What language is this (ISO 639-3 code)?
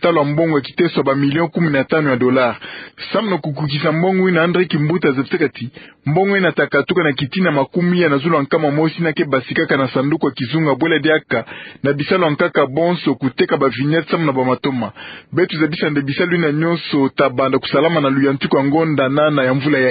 ktu